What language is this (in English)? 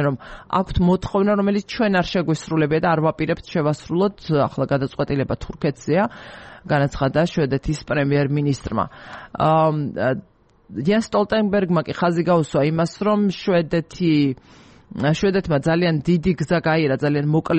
Georgian